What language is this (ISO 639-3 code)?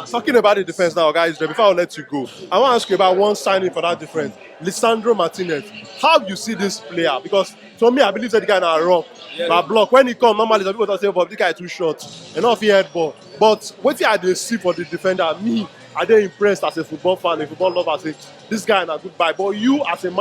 pcm